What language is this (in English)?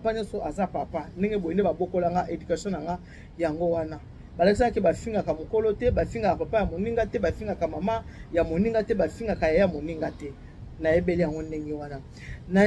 Lingala